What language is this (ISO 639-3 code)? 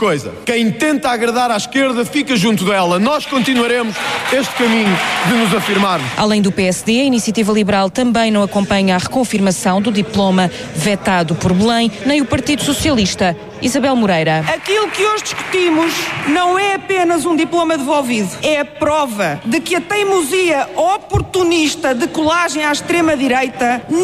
por